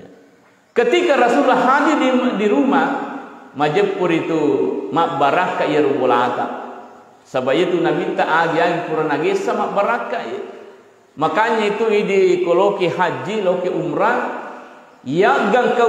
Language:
Buginese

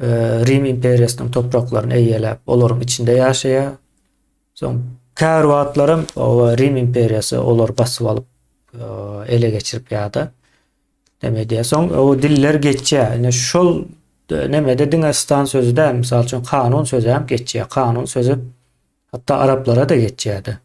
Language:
Turkmen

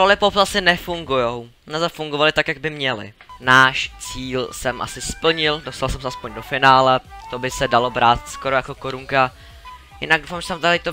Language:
Czech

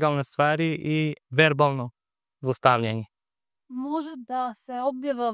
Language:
Macedonian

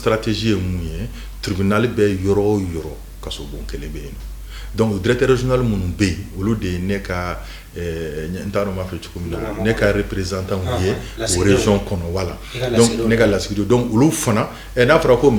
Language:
Bambara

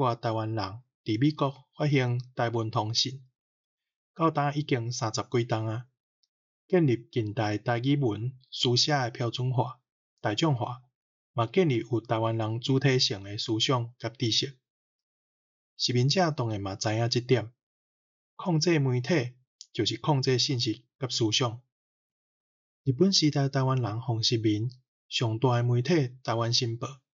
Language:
Min Nan Chinese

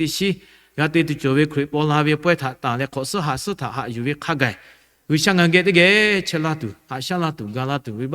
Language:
Lahu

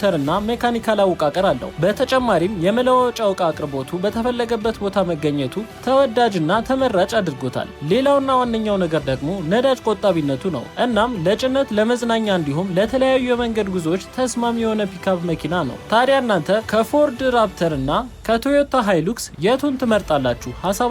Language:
Amharic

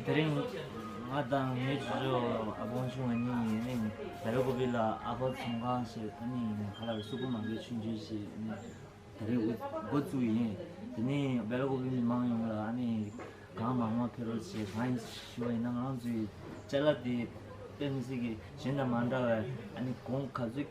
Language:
Tibetan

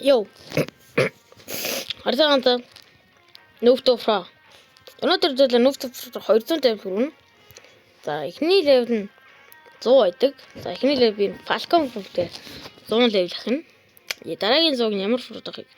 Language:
Mongolian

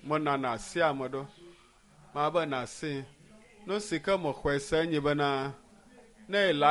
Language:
Ewe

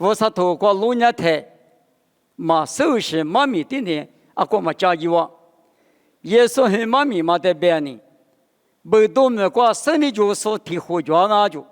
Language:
Lisu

